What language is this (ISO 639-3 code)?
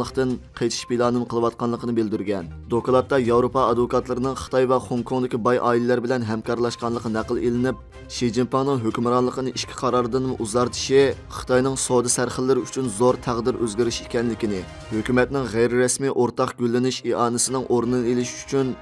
uig